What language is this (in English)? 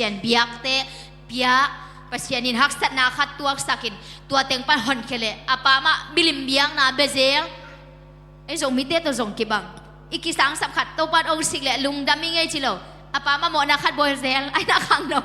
Tedim Chin